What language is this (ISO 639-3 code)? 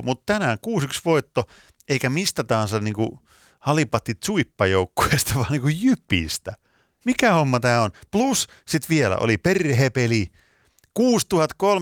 fin